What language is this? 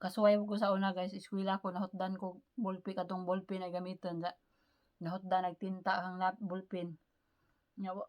Cebuano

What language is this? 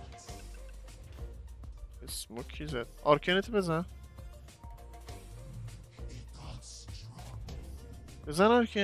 Persian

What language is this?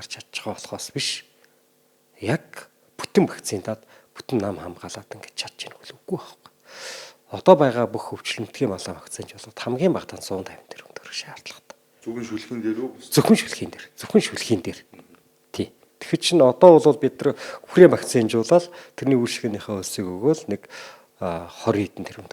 Mongolian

